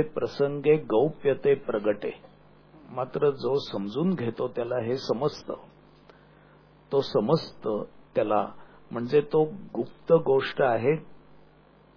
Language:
Marathi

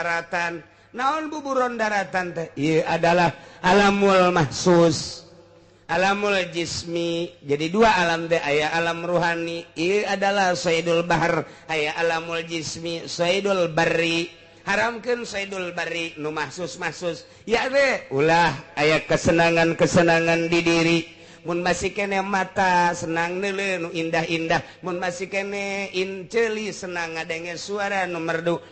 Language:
Sundanese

